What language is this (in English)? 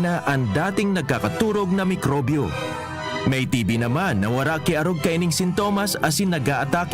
Bikol